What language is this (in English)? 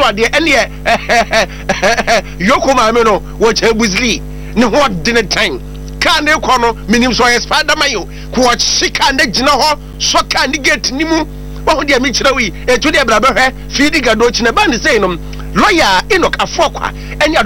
Akan